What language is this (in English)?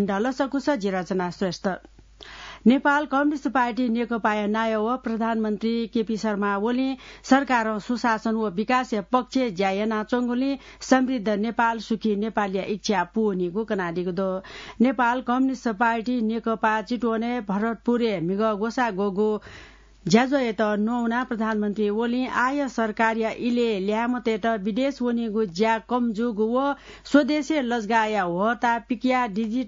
Newari